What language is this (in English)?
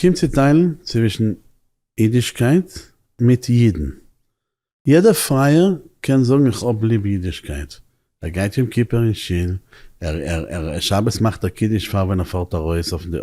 Yiddish